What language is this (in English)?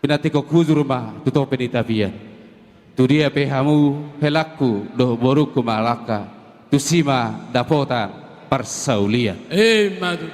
Batak Toba